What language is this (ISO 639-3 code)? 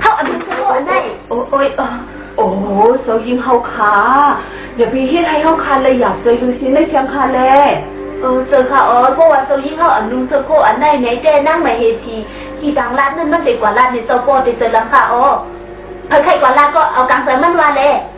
shn